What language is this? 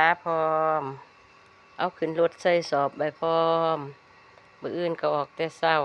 Northeastern Thai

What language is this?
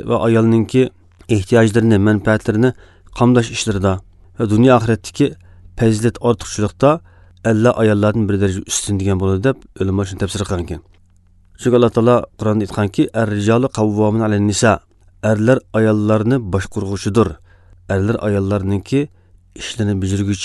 Uzbek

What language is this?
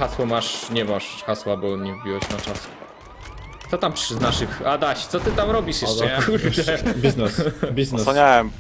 Polish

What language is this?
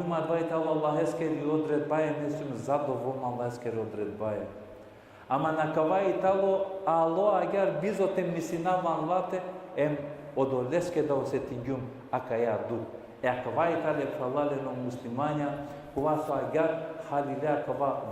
Balkan Romani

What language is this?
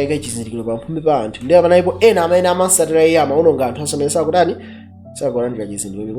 Nyanja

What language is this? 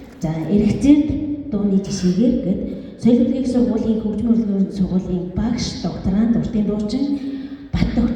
Mongolian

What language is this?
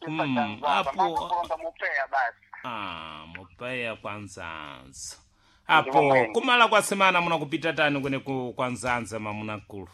Sena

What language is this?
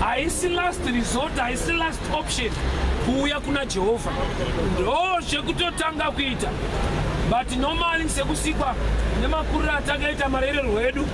Shona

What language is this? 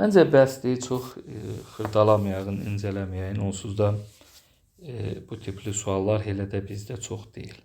Azerbaijani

